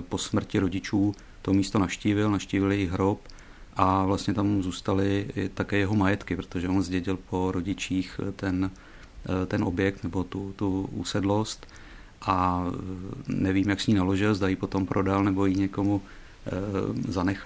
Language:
Czech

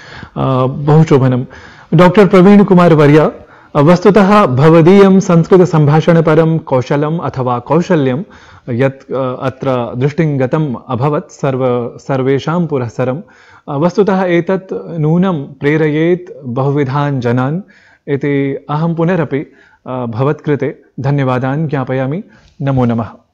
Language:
Sanskrit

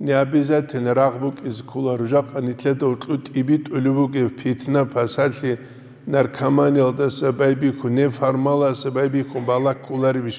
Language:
Avaric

